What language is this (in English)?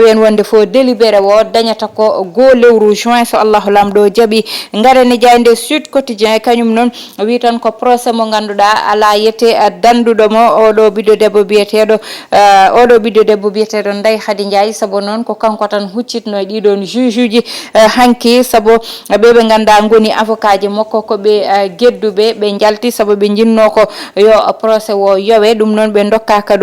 Fula